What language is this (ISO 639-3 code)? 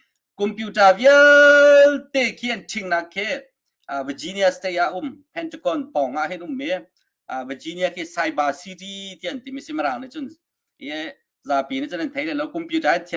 cnh